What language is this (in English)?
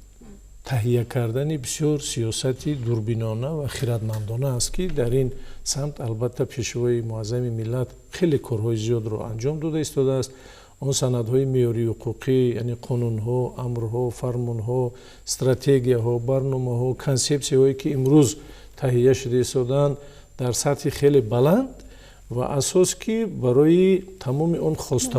Tajik